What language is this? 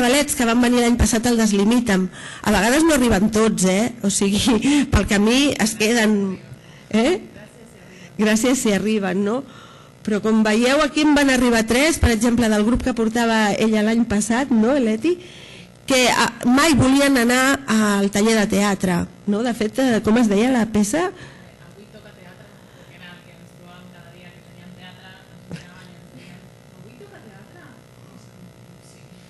Catalan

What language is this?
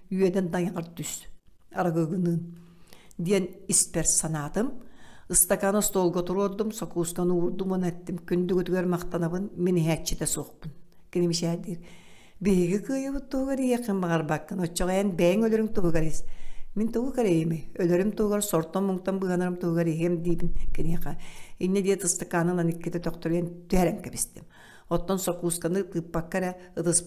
Yakut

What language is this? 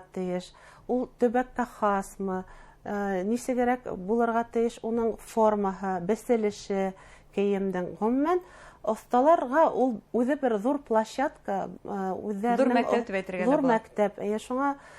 Bashkir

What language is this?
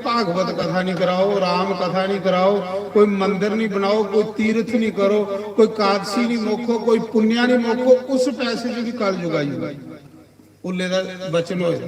Dogri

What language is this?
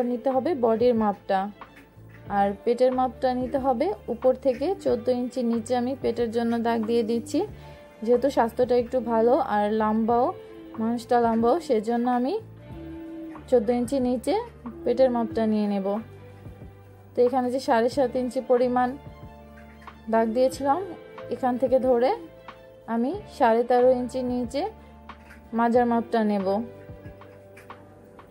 Bangla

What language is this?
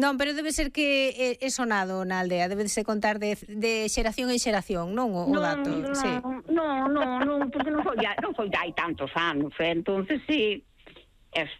Galician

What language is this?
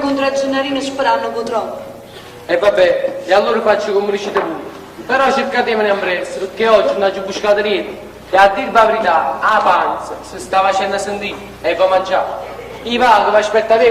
Neapolitan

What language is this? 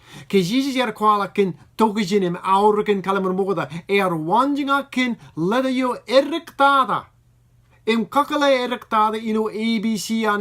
Marshallese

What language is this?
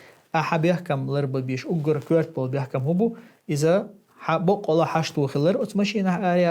Chechen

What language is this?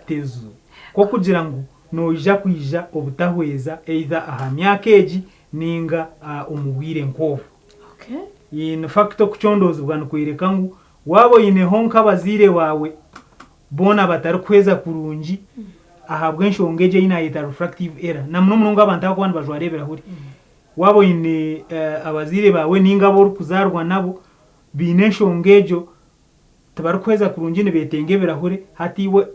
Nyankole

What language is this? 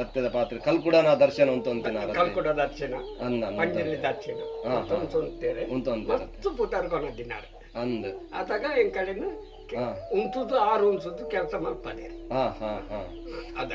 Tulu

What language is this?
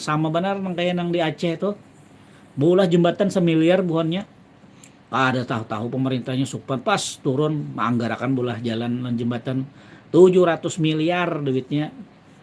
Banjar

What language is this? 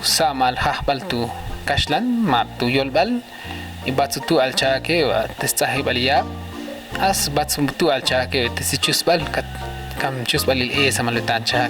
Ixil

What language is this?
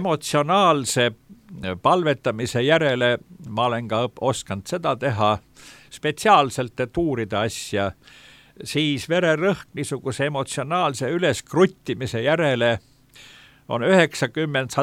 Estonian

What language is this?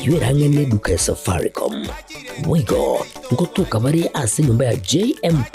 Gusii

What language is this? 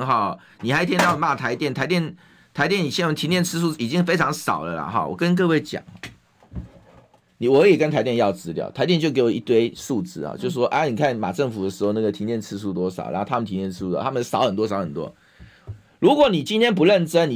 Chinese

